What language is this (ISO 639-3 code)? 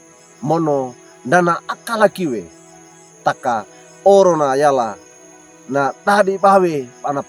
wew